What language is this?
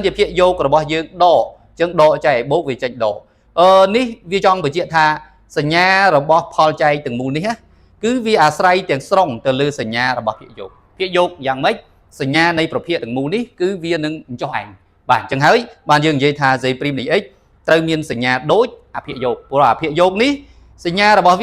Khmer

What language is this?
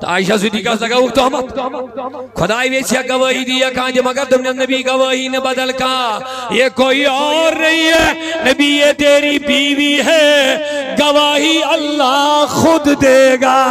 Kashmiri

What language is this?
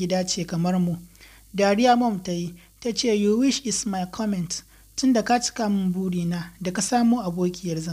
Hausa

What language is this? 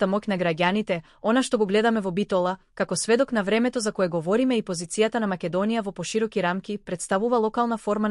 Macedonian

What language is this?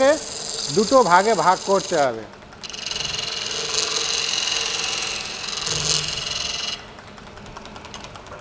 Bangla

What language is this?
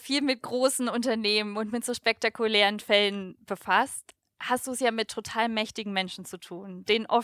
German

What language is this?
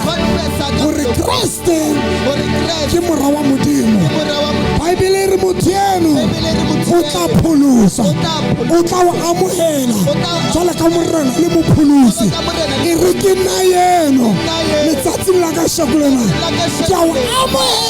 Southern Sotho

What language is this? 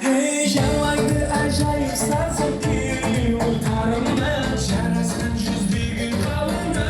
Kara-Kalpak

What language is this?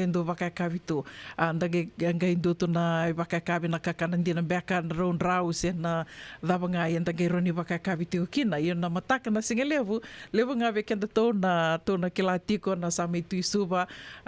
Fijian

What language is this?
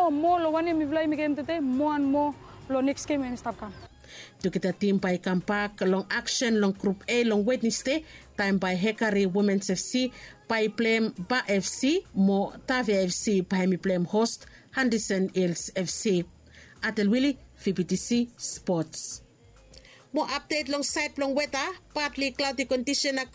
Bislama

